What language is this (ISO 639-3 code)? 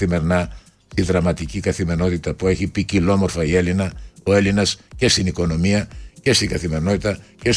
ell